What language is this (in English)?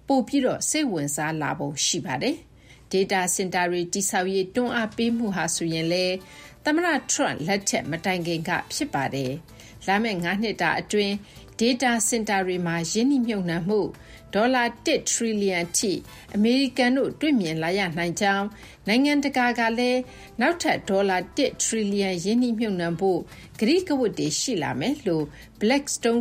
Burmese